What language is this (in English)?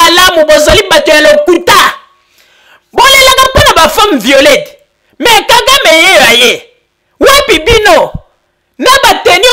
Lingala